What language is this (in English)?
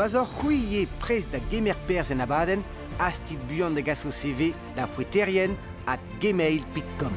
Breton